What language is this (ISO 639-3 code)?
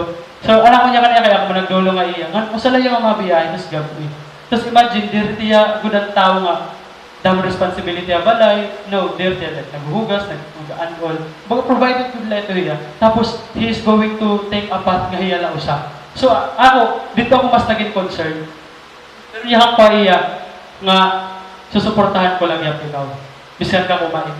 war